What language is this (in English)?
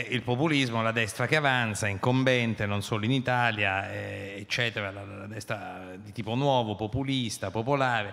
Italian